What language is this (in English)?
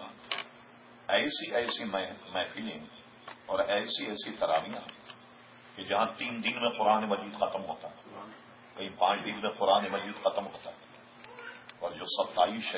Urdu